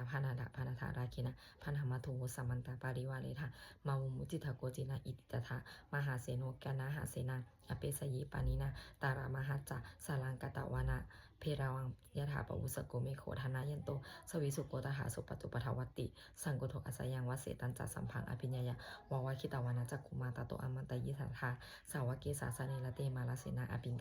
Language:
Pali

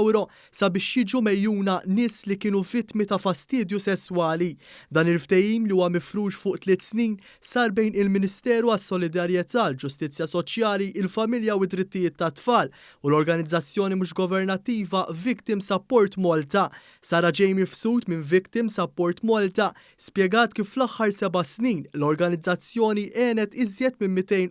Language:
Maltese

